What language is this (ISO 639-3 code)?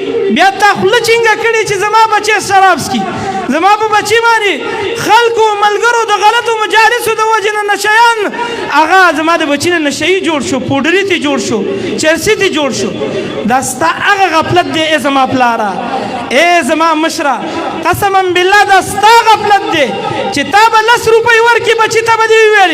pus